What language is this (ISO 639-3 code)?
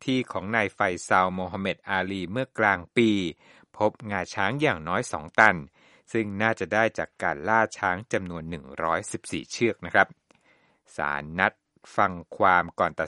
tha